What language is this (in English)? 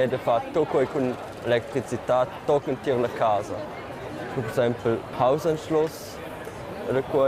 Romansh